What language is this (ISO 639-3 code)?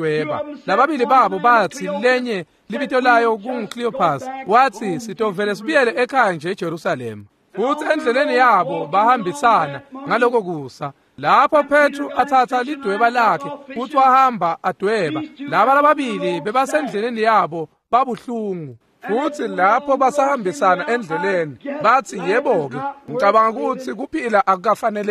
ssw